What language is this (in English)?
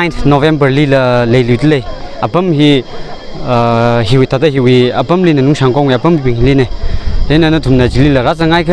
Tangkhul Naga (India)